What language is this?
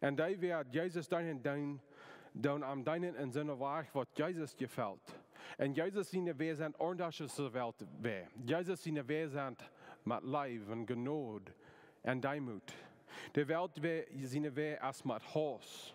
Plautdietsch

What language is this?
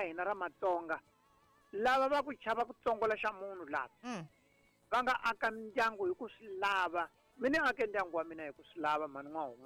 Tsonga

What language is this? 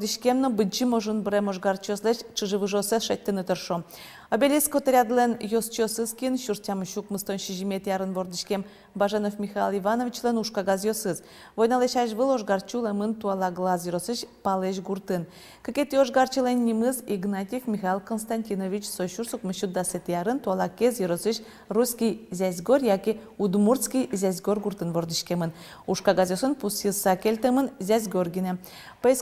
Udmurt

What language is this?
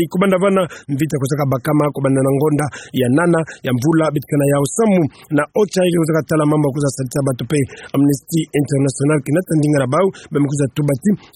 Kituba (Democratic Republic of Congo)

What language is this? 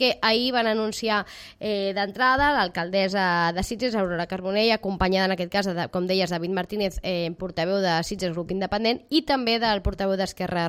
Catalan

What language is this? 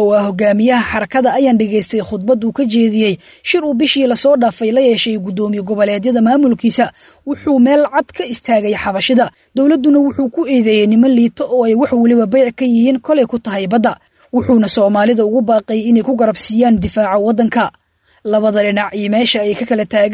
Somali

